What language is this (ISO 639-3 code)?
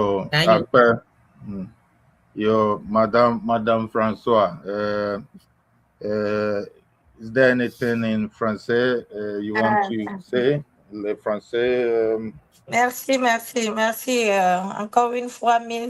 ewe